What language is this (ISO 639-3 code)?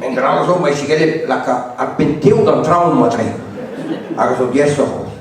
bre